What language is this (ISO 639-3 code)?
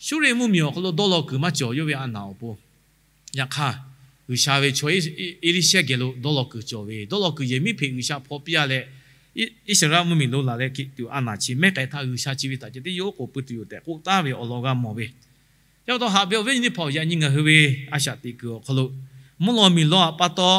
lhu